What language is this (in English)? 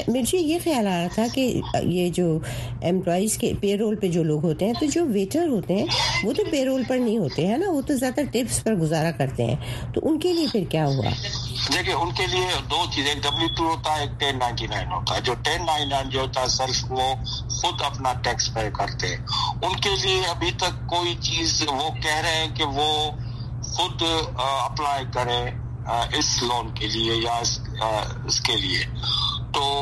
Urdu